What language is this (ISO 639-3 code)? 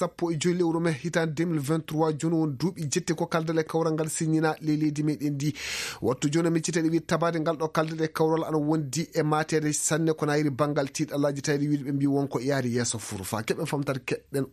ful